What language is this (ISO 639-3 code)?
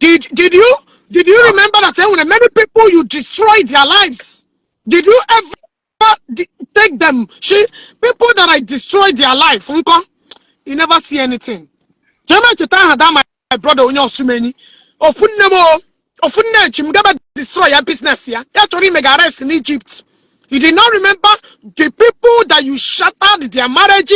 ibo